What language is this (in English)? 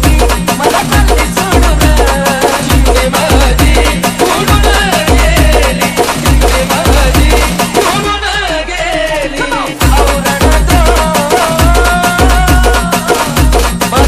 Marathi